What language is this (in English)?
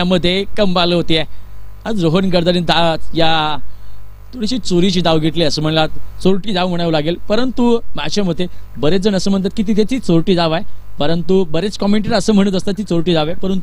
Marathi